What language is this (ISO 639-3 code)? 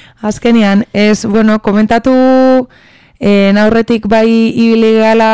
eus